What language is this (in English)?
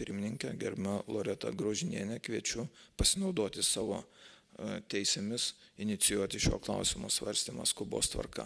Lithuanian